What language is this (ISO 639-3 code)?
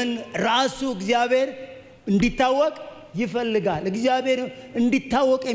amh